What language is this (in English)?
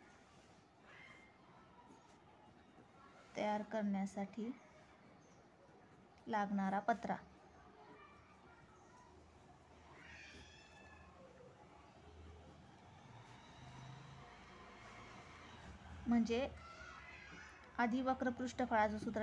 Marathi